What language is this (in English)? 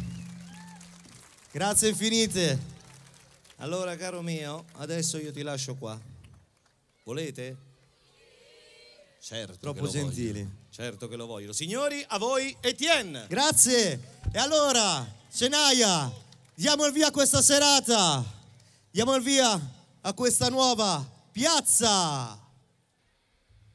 Italian